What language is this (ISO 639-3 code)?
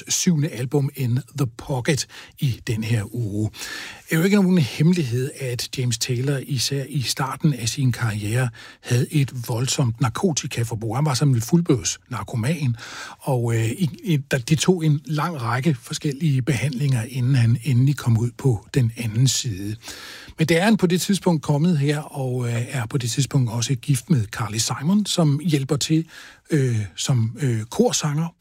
dan